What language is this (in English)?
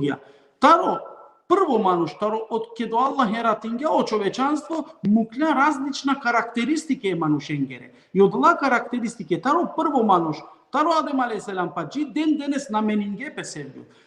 Balkan Romani